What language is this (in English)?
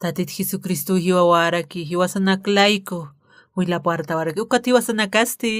Aymara